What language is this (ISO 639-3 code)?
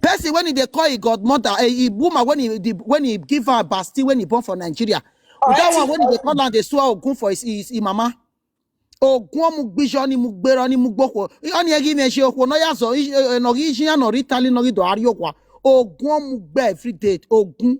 pcm